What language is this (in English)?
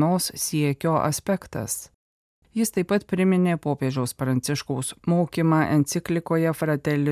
Lithuanian